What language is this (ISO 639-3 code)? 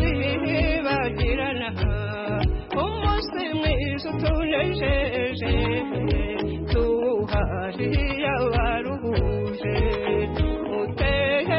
kin